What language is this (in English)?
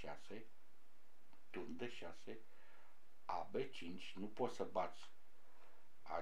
Romanian